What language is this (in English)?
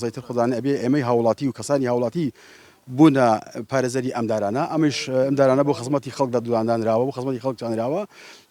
Central Kurdish